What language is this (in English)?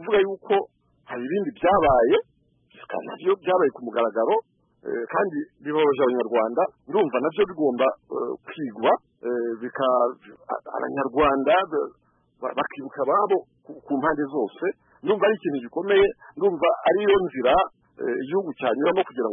Kinyarwanda